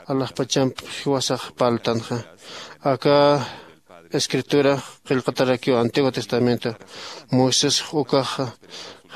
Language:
Aymara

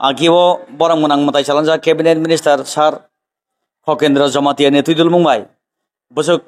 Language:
Kok Borok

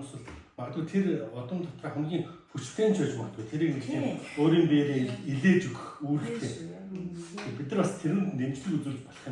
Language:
Mongolian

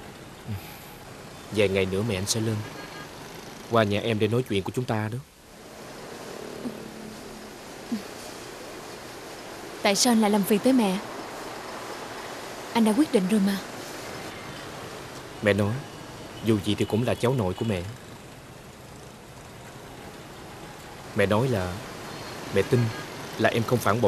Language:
Vietnamese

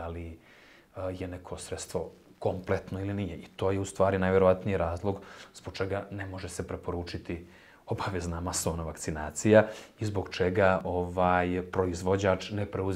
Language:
Bosnian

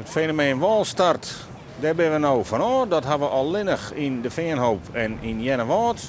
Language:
Western Frisian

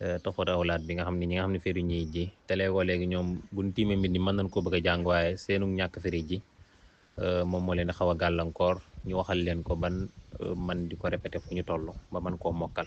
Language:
Wolof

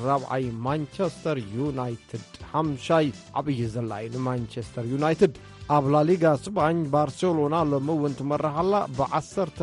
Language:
Tigrinya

